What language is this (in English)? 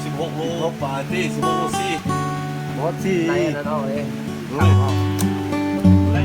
Lao